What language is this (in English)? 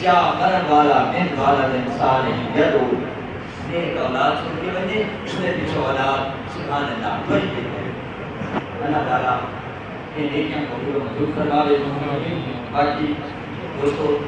Saraiki